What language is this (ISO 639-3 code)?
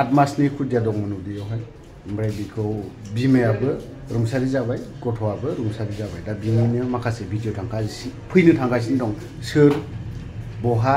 brx